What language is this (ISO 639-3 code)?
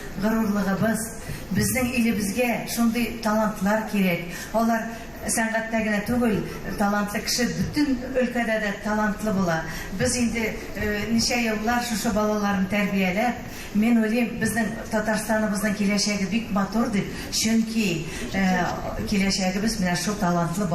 tat